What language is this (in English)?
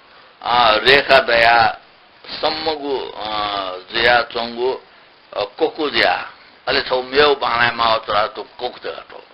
Newari